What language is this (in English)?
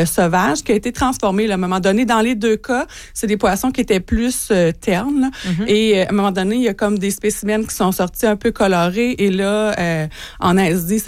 French